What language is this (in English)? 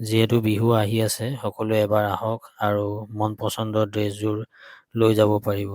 Assamese